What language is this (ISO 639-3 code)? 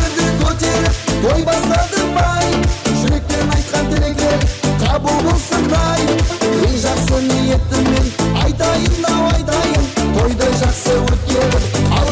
kaa